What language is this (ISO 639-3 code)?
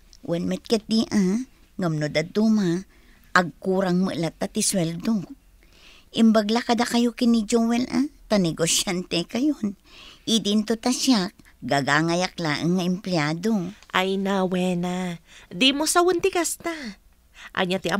ilo